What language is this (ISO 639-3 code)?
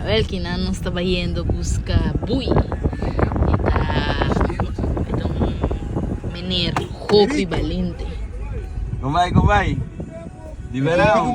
pap